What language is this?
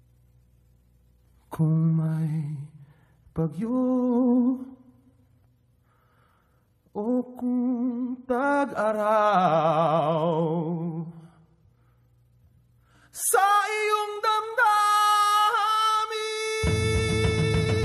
Filipino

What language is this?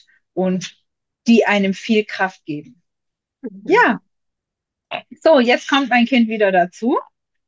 German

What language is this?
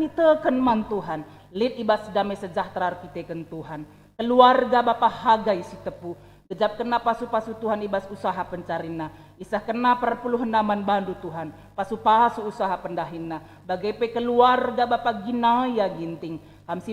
Batak Karo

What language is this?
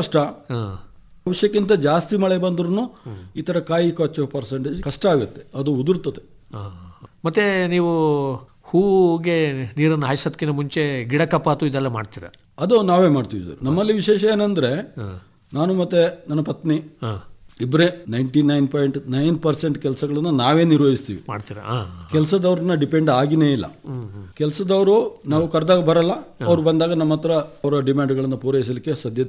Kannada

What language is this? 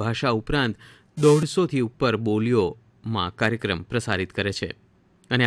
Gujarati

